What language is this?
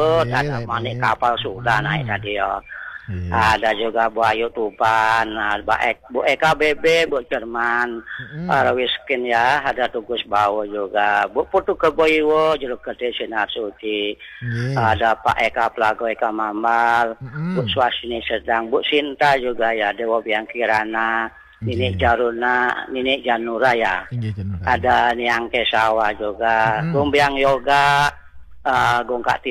Indonesian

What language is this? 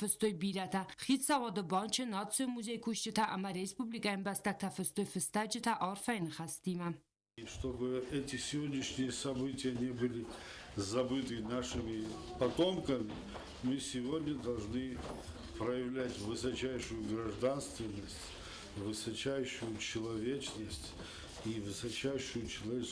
Ossetic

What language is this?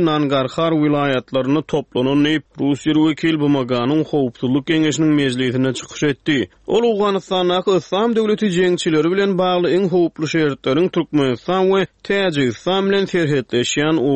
Turkmen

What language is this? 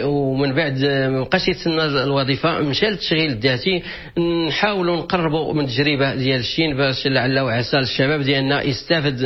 Moroccan Arabic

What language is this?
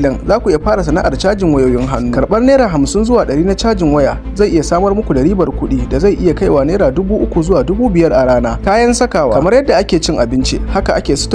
Hausa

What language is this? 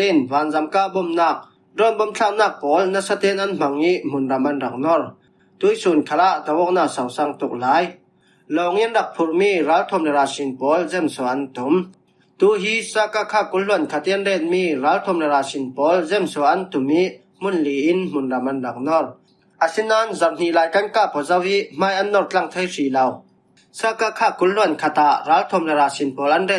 Falam Chin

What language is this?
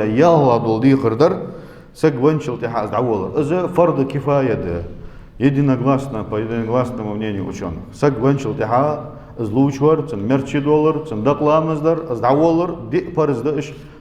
Ingush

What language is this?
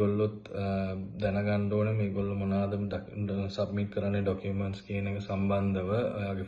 Sinhala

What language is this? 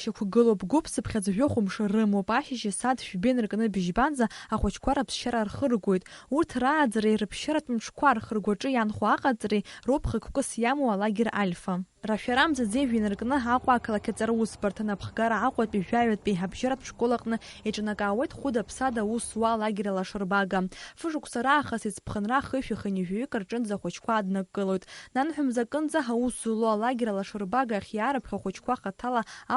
Abkhazian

